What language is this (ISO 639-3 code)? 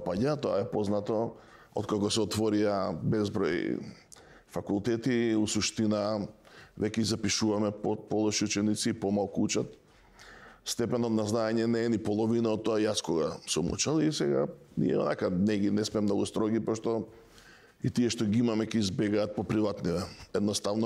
mkd